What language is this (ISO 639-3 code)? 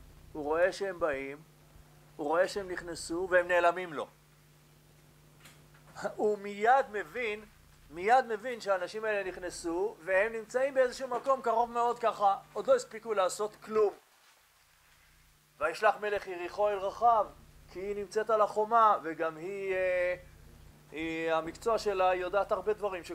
heb